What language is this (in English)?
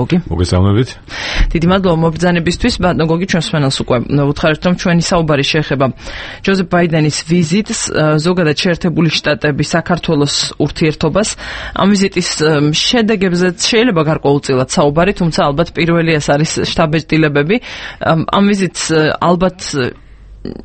Georgian